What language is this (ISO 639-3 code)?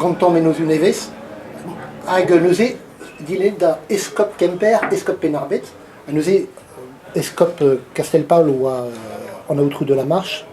bre